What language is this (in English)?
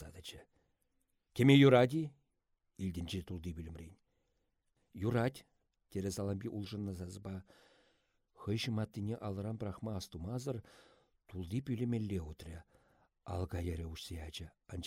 Chuvash